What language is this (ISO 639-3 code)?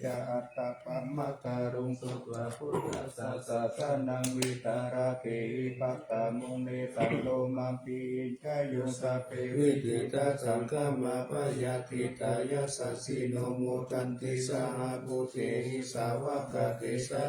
pli